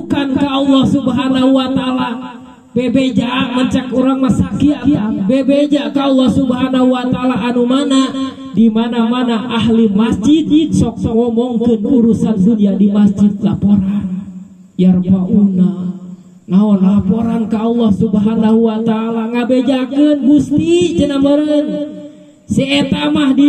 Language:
Sundanese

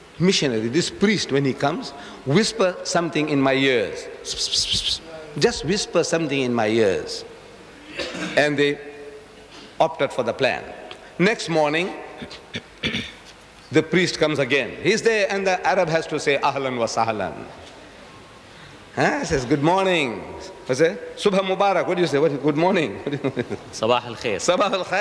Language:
English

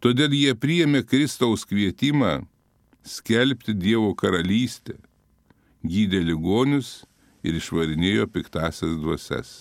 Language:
Lithuanian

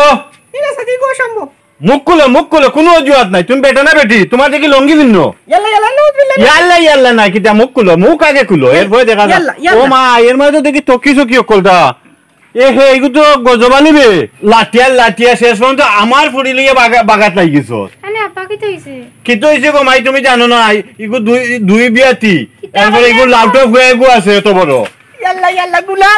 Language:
Sylheti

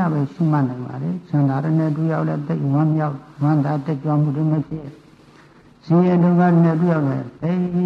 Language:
Burmese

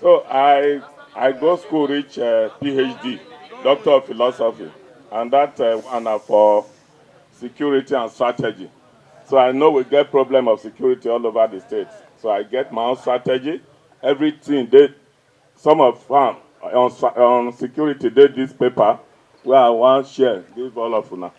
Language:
Nigerian Pidgin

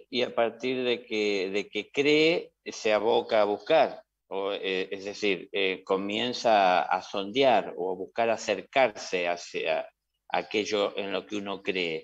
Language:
Spanish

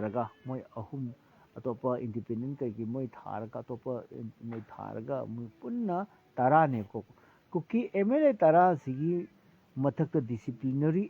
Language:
Manipuri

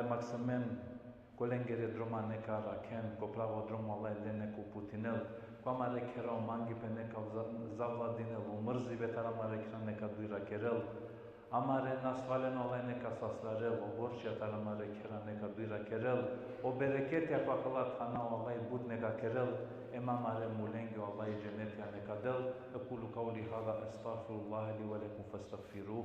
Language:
Balkan Romani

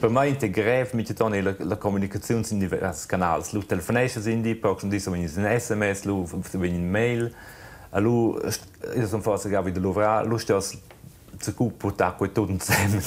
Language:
Romansh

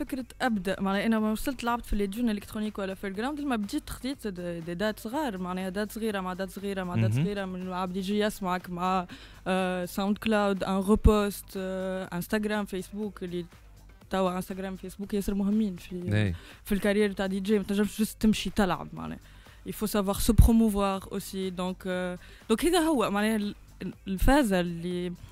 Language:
Tunisian Arabic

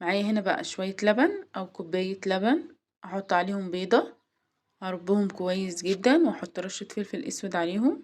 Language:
Egyptian Arabic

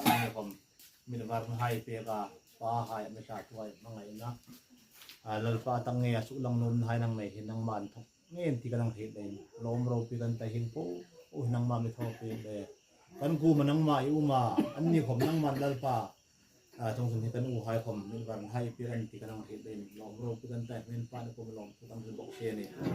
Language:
Hmar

